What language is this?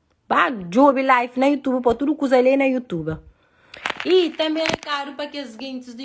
Kabuverdianu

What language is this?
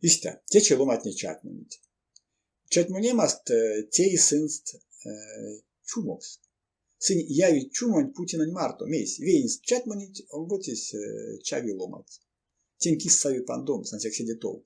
Erzya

